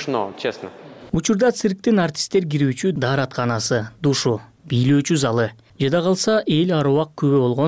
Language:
Kyrgyz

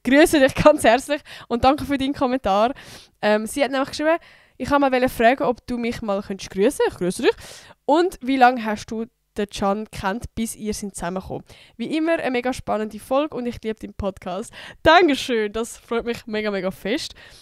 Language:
Swiss German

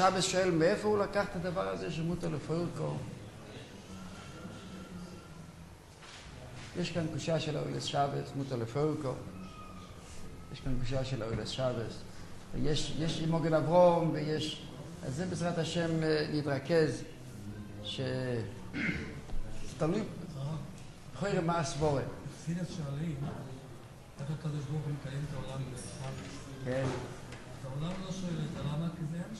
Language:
Hebrew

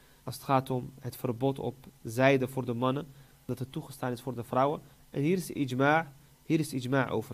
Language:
Dutch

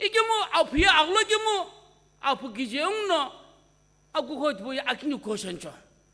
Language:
Sumi Naga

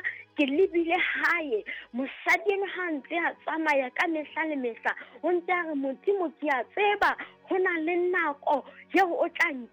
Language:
Southern Sotho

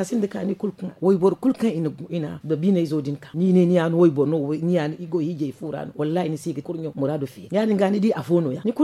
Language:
Zarma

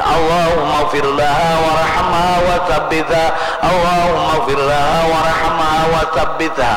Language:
Banjar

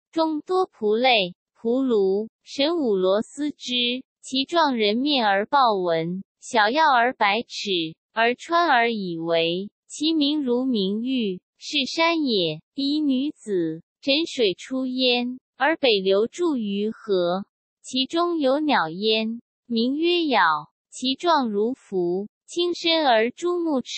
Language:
Chinese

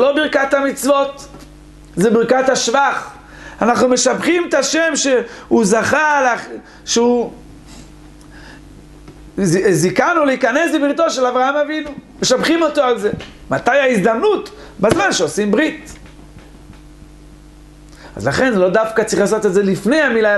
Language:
Hebrew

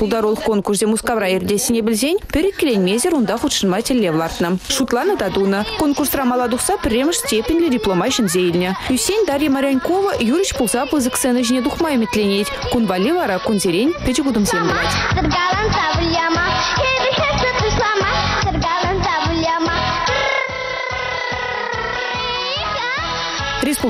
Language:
Chuvash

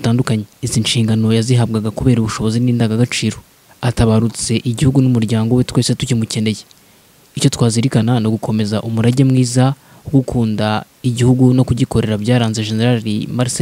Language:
Kinyarwanda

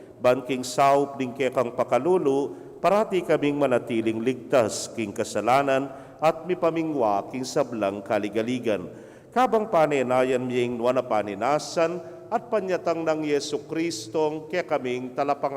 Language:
Pampanga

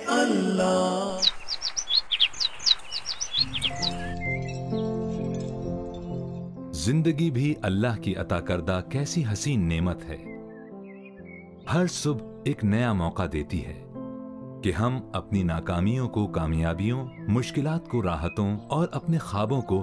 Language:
Urdu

